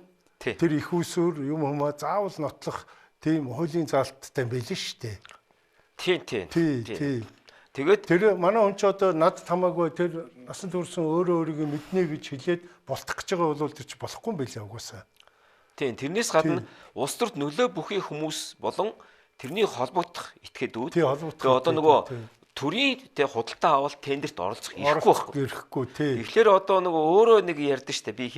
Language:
Mongolian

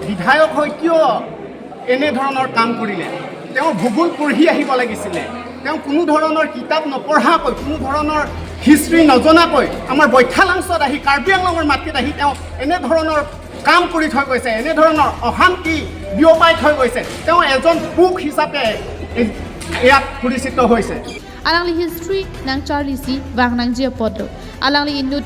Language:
Karbi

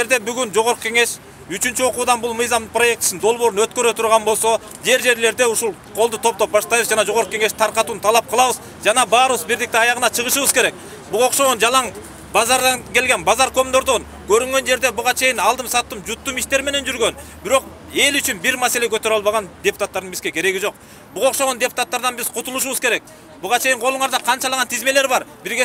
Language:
Kyrgyz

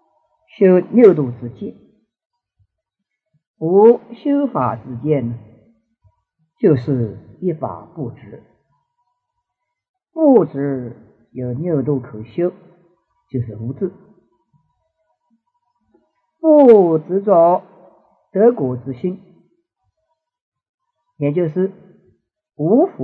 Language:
Chinese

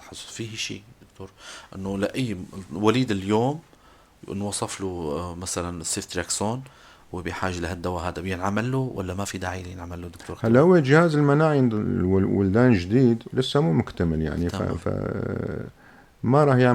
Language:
North Levantine Arabic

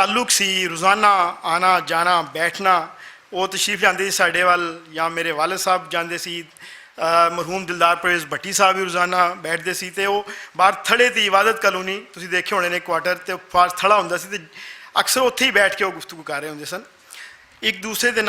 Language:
Western Panjabi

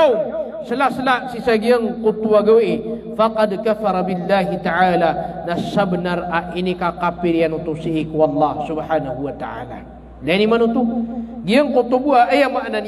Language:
Maranao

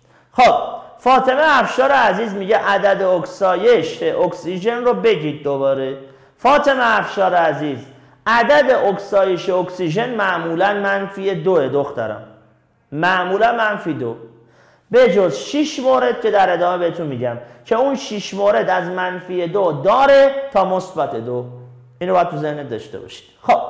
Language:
Persian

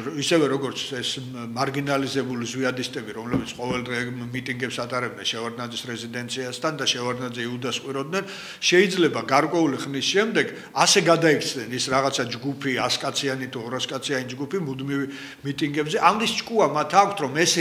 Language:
Georgian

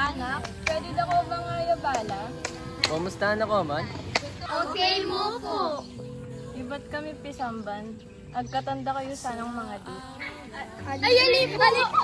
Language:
Pampanga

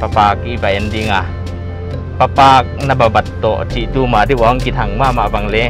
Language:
Paite Chin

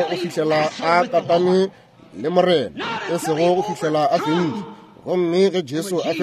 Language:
Northern Sotho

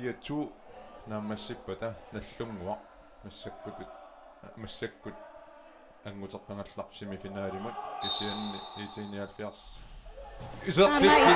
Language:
Kalaallisut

